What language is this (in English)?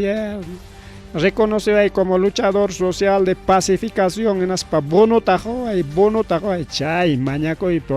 Ayacucho Quechua